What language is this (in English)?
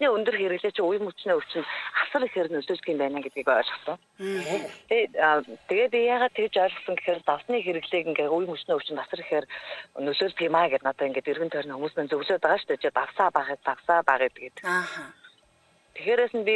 Mongolian